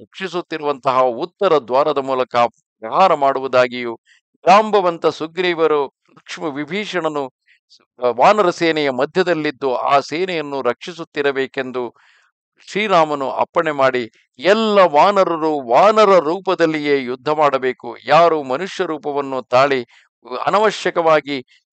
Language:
Kannada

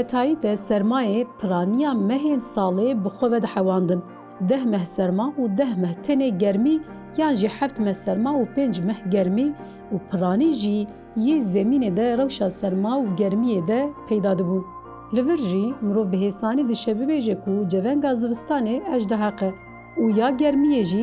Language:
Kurdish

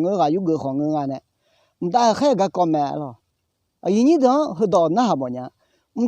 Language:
Akha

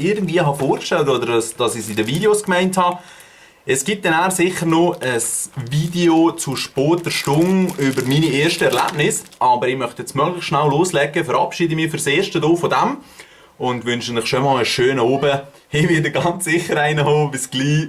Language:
Swiss German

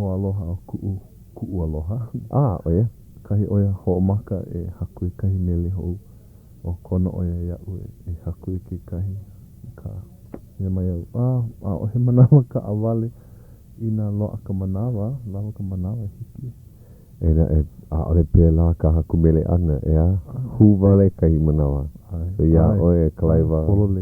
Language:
Hawaiian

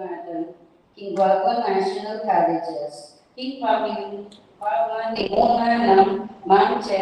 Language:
Pampanga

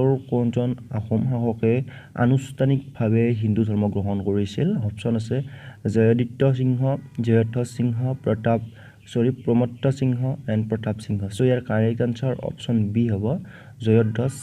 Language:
Assamese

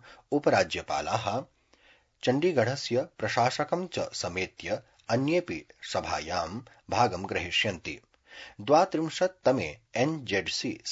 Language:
Sanskrit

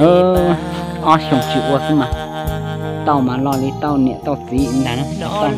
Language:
Hmong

